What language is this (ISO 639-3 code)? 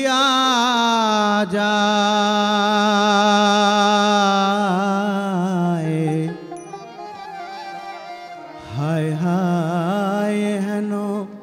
ben